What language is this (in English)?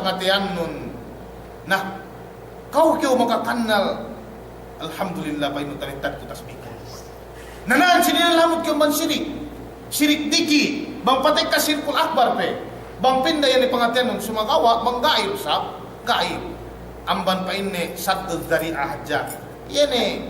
Yakan